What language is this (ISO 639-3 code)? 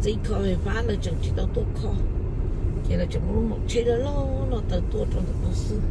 hmn